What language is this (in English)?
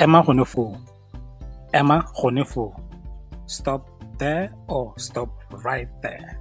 Tswana